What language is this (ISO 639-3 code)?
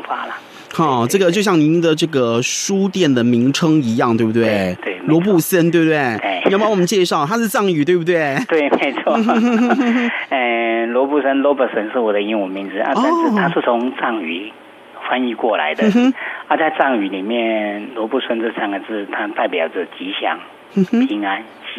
zho